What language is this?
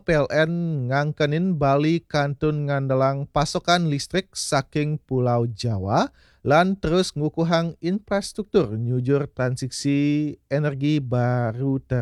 Balinese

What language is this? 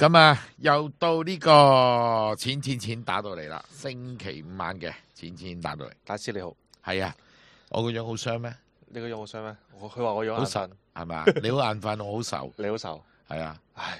Cantonese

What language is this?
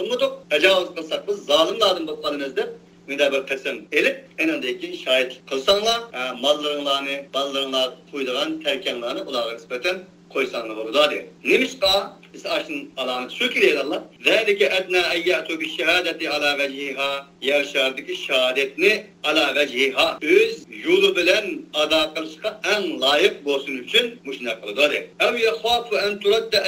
Uyghur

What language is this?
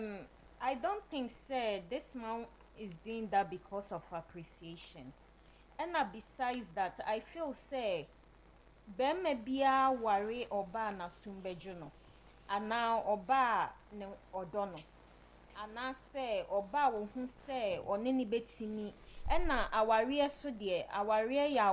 Akan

